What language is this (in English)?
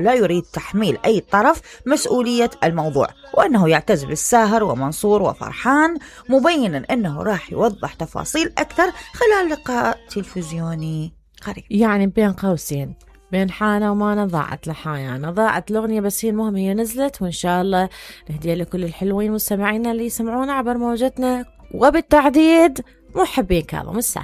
Mesopotamian Arabic